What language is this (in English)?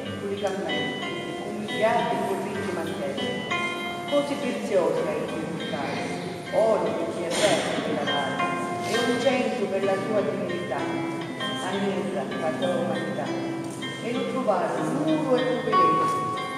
Sicilian